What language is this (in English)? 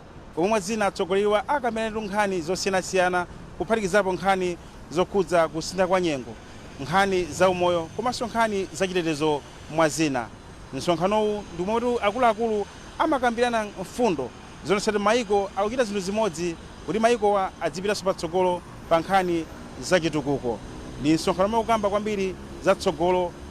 Nyanja